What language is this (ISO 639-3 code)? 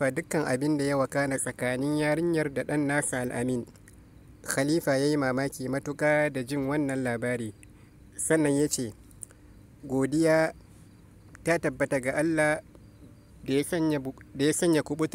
hau